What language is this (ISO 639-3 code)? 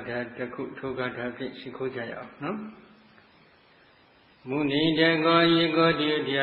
mya